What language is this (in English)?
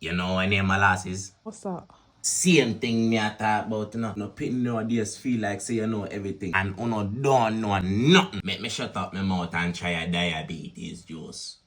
Jamaican Creole English